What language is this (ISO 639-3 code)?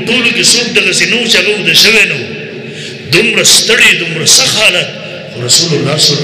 pus